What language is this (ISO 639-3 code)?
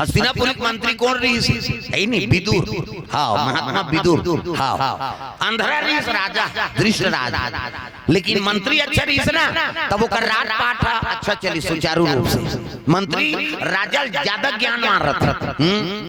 hne